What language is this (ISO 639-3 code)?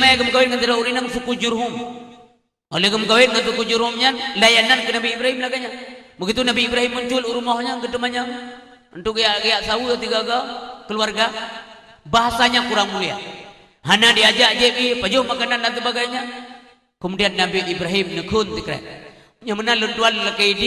ace